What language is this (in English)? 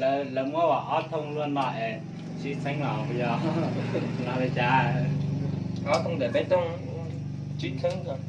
Hmong